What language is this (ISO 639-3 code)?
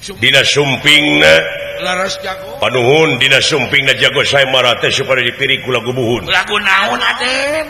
sun